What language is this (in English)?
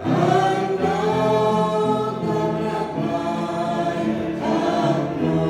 Central Mnong